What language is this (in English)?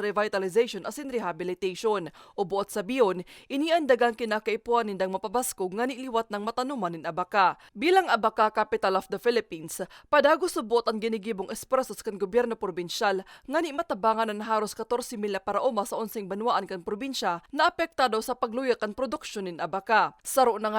Bikol